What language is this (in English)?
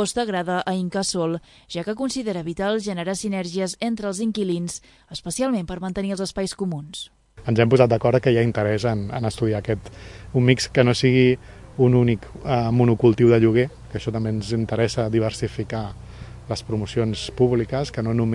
Catalan